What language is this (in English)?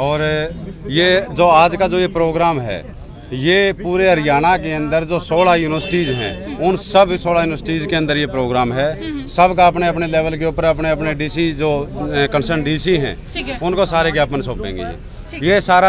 Hindi